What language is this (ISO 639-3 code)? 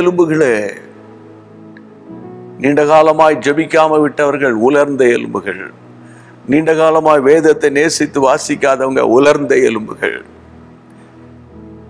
tam